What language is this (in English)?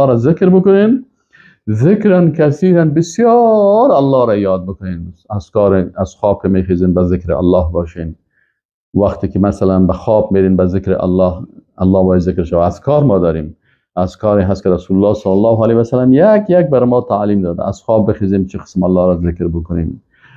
Persian